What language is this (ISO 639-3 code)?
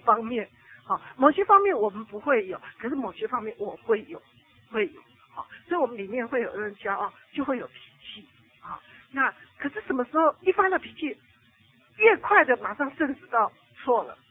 zho